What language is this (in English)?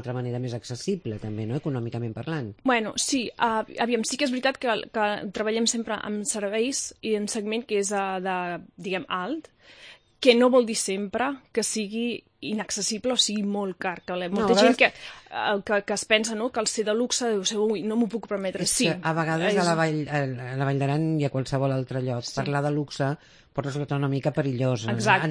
Catalan